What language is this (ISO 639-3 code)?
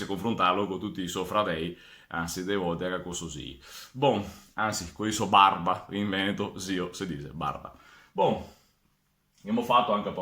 vec